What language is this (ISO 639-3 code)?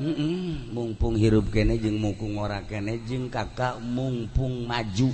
sun